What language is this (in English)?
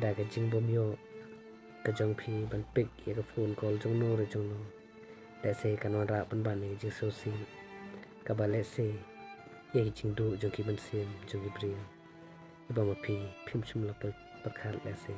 Khasi